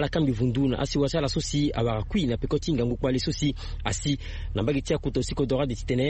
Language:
Sango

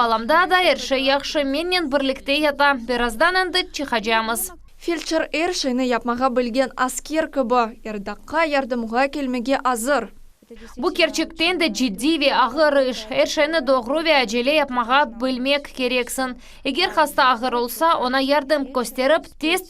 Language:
Crimean Tatar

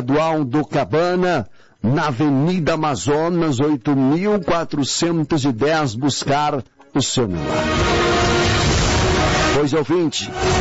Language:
Portuguese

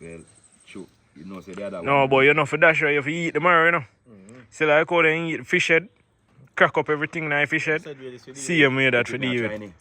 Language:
Jamaican Creole English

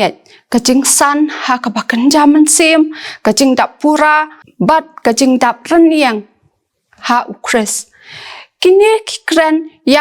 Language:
Khasi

